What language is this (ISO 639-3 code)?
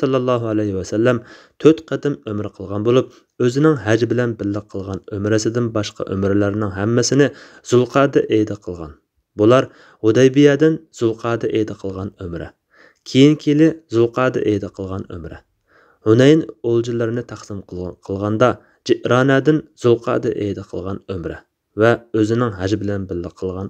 uig